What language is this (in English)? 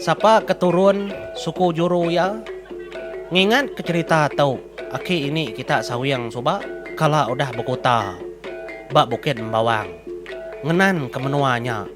Iban